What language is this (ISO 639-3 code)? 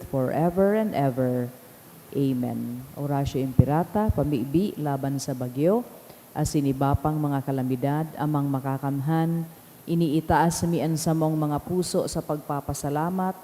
bik